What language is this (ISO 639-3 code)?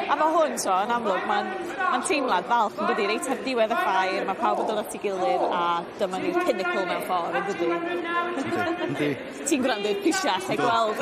cym